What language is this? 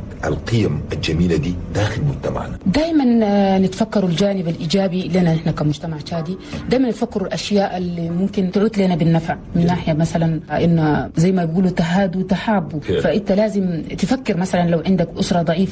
Chadian Arabic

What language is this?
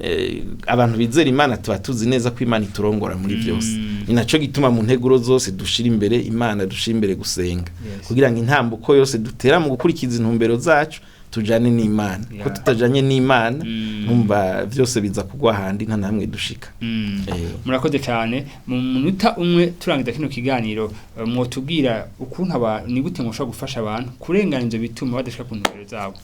Rundi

